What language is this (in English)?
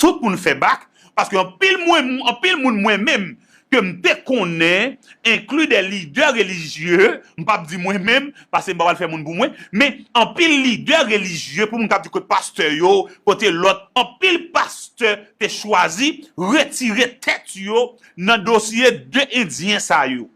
Haitian Creole